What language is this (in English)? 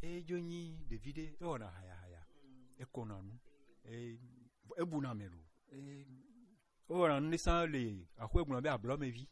Gen